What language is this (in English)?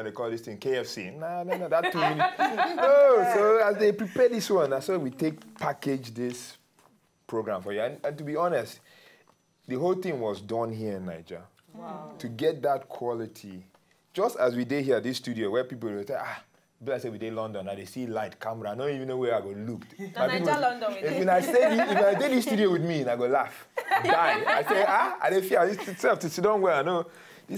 Nigerian Pidgin